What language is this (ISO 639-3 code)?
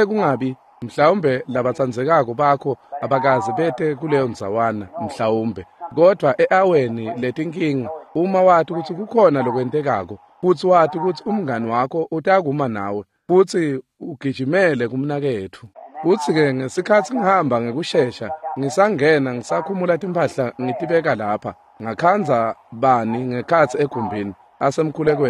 ssw